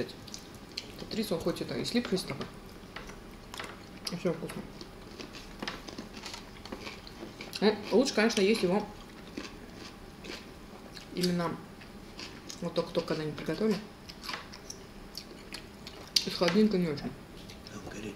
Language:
Russian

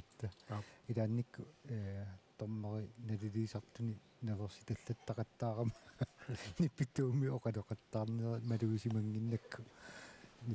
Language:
Kalaallisut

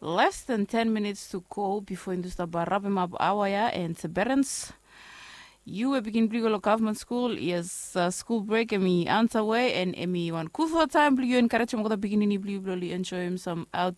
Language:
Bislama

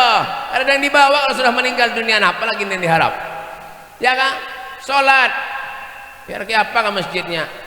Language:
Banjar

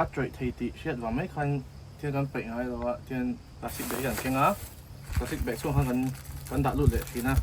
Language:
Mizo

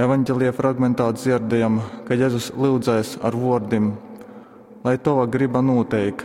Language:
Latgalian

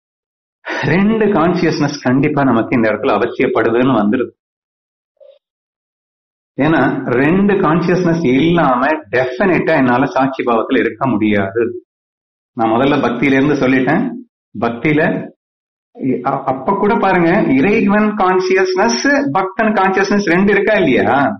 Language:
Tamil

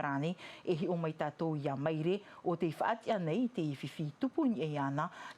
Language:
Tahitian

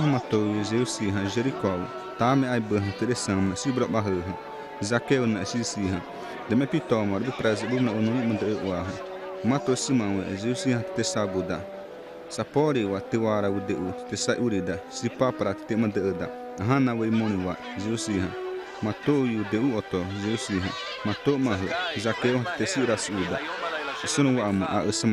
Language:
Xavánte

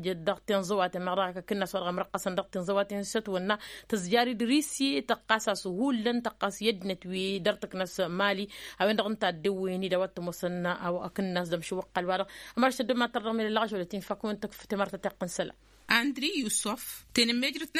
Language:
Tamasheq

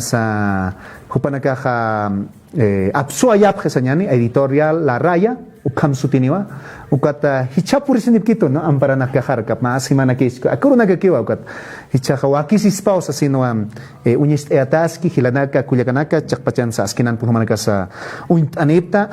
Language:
Aymara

